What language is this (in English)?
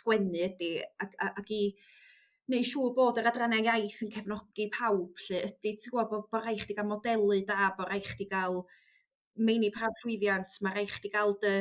Welsh